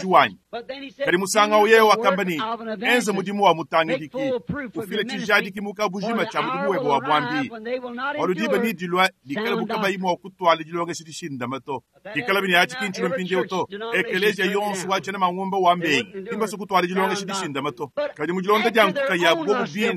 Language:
Luba-Lulua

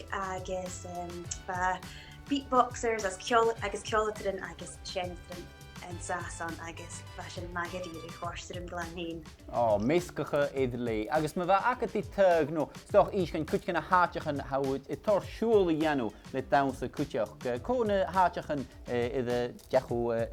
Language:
Scottish Gaelic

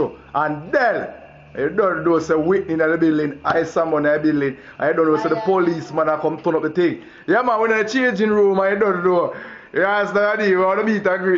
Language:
Jamaican Creole English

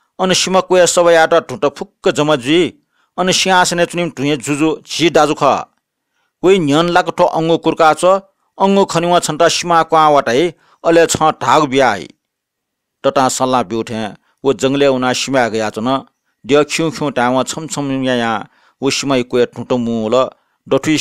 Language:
Newari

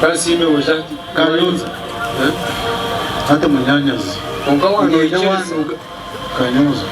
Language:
Nyankole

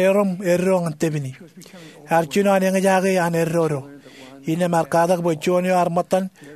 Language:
Marshallese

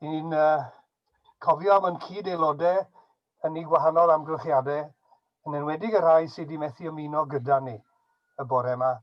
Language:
Welsh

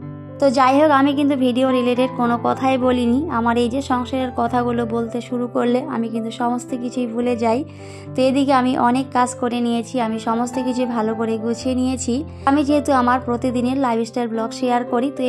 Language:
Bangla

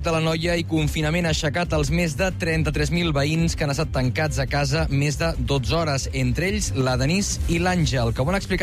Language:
Catalan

